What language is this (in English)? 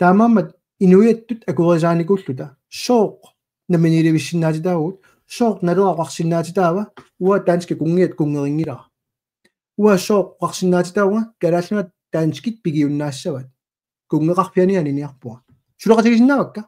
Kalaallisut